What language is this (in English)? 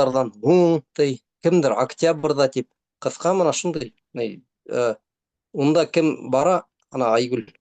Bashkir